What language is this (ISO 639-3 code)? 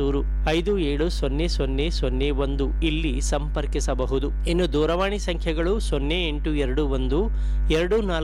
kan